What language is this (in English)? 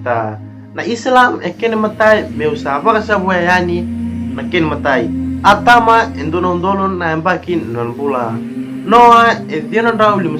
Fijian